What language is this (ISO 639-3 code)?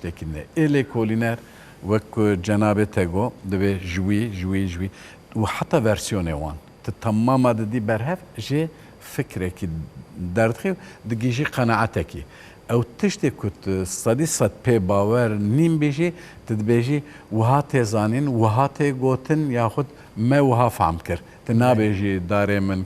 kur